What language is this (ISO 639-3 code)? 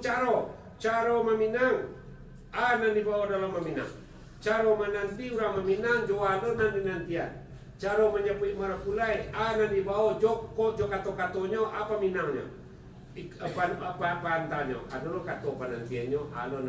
min